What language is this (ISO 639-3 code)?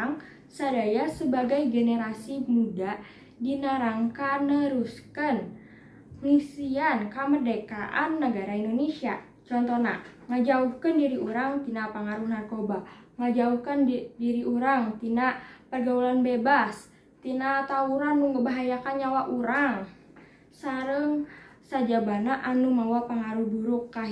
sun